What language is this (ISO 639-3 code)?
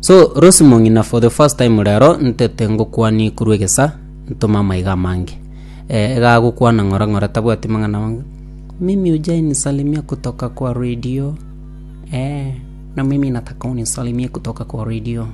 guz